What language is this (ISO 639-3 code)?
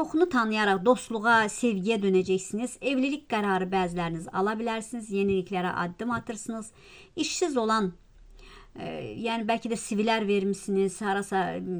aze